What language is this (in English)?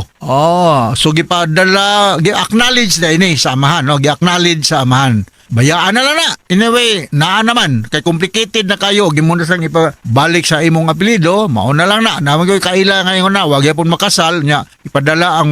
Cebuano